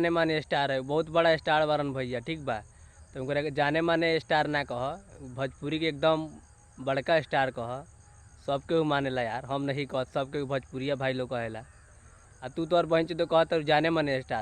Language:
Bhojpuri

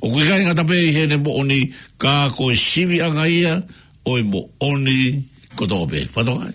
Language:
Tongan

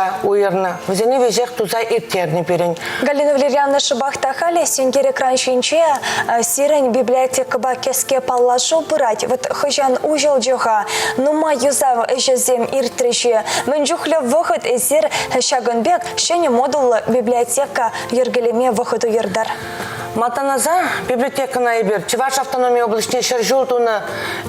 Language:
Chuvash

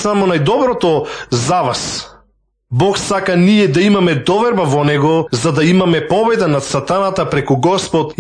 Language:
Macedonian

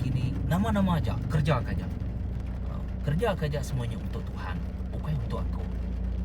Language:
Iban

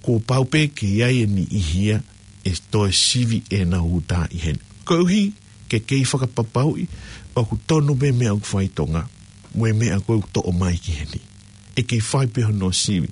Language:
Tongan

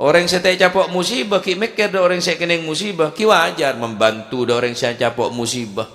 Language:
Madurese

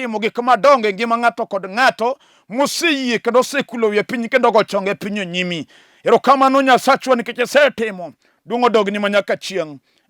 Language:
Luo (Kenya and Tanzania)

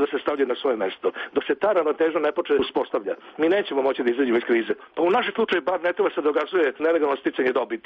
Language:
Serbian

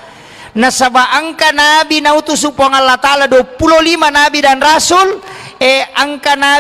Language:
Buginese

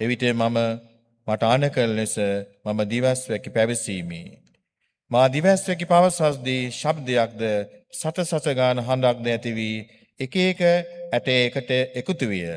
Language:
Sinhala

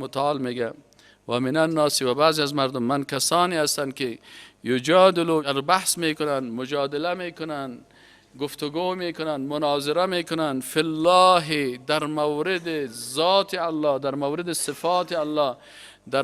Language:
Persian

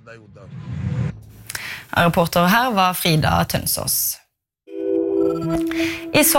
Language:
Norwegian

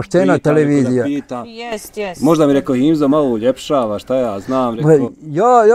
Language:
Bosnian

